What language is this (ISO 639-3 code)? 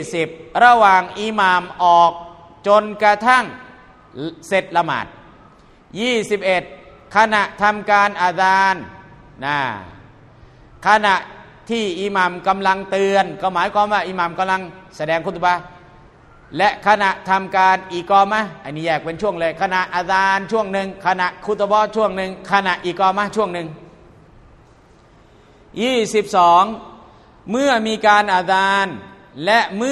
tha